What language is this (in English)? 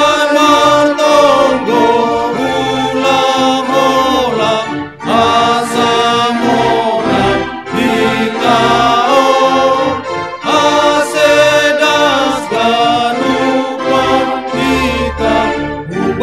Batak Simalungun